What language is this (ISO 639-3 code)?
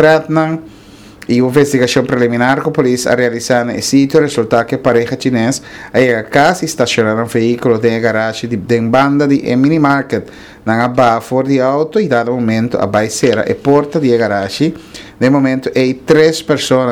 pap